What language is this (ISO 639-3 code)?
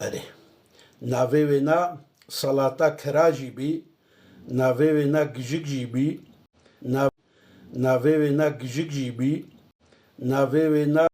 kur